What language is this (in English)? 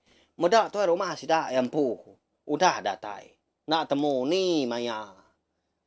Iban